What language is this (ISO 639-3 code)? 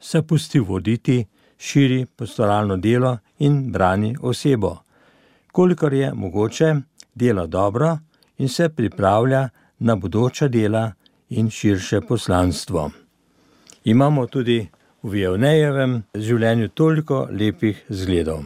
slv